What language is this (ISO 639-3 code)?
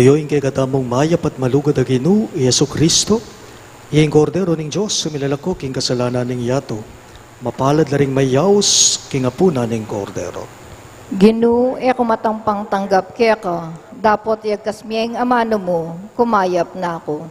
pam